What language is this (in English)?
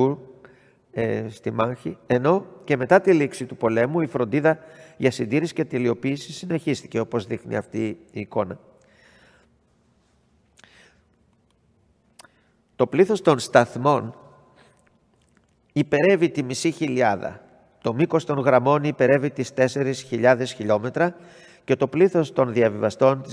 Greek